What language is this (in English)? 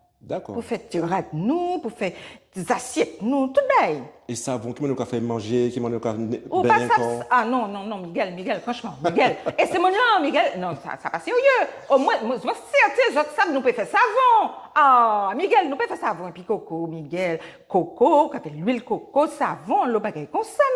Guadeloupean Creole French